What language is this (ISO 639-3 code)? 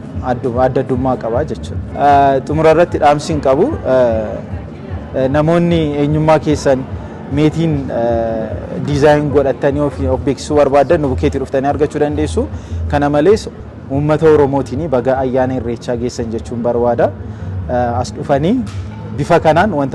orm